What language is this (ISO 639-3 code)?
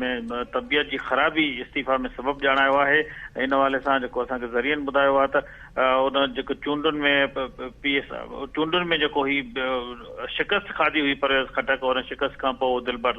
snd